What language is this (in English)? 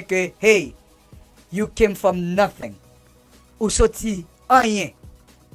Haitian Creole